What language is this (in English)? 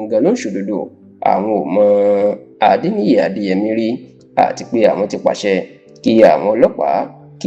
Yoruba